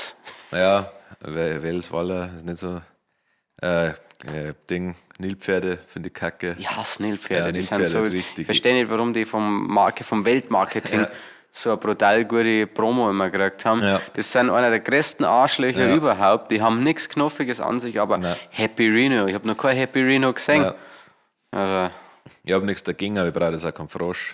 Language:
Bavarian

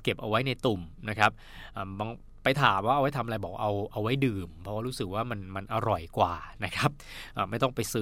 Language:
Thai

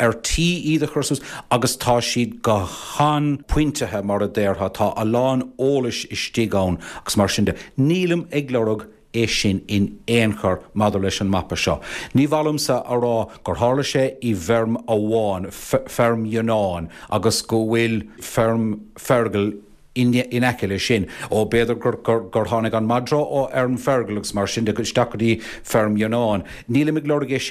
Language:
Irish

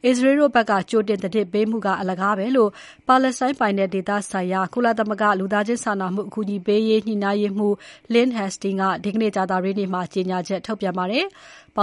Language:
Burmese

